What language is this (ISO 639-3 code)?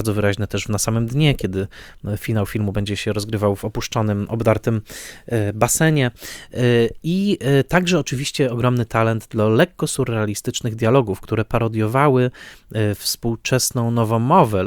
pol